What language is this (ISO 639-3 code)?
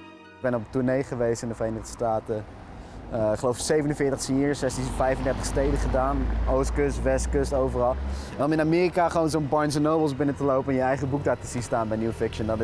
nld